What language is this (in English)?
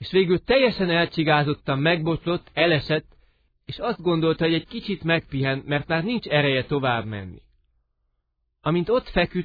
Hungarian